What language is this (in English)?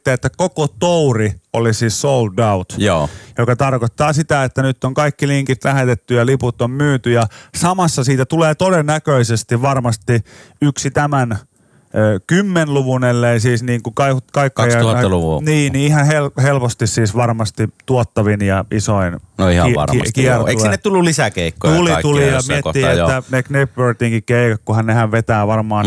Finnish